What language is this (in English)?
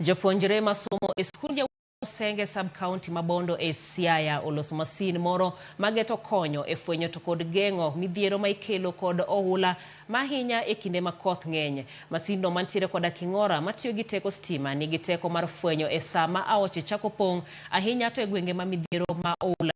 Luo (Kenya and Tanzania)